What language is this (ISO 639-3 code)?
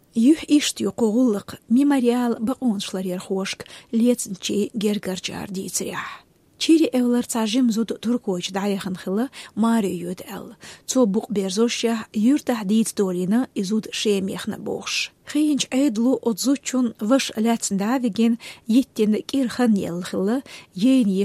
che